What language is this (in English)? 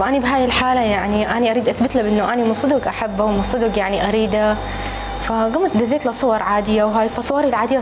Mesopotamian Arabic